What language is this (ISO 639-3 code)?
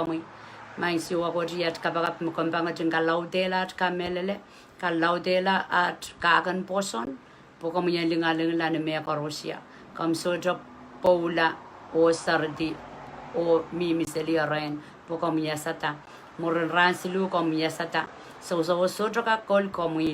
pon